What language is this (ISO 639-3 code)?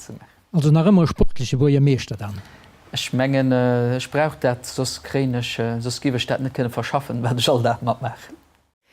ltz